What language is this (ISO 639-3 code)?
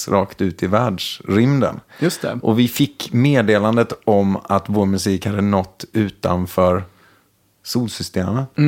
swe